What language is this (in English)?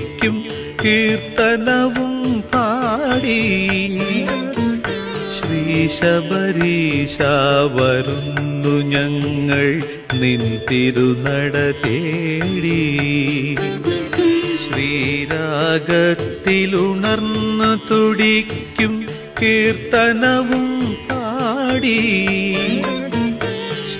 Malayalam